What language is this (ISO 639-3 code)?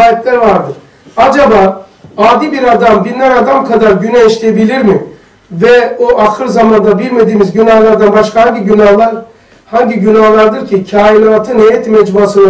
tur